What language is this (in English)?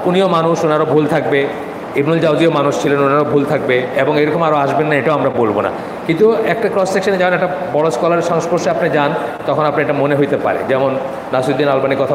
Bangla